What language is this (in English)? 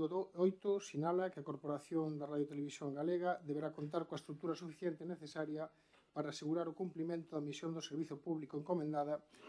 Galician